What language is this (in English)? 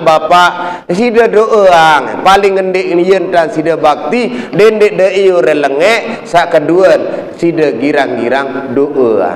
Sasak